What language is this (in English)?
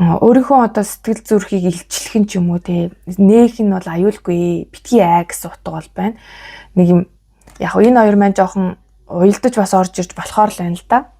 Mongolian